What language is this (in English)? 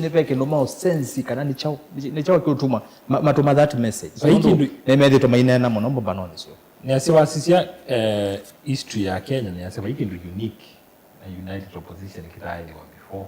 Kamba